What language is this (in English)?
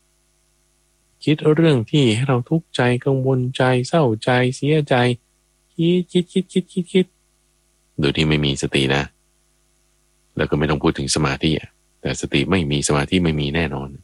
Thai